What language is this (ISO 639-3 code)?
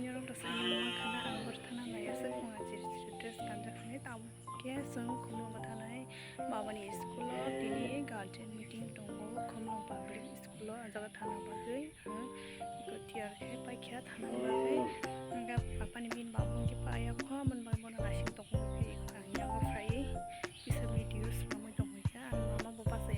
trp